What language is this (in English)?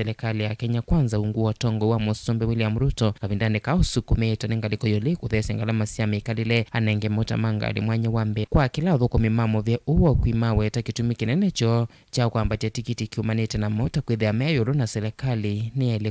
Kamba